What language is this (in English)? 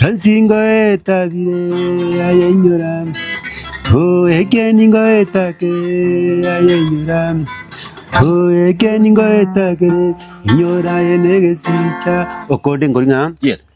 Gusii